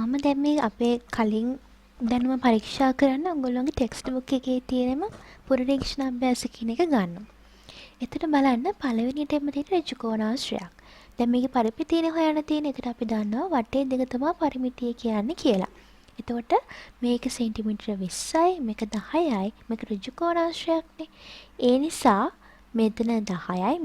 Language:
Sinhala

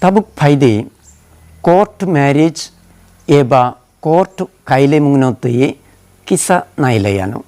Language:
Kok Borok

